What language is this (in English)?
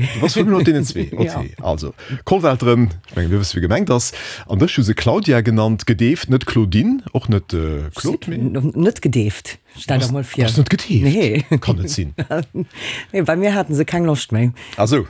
Luxembourgish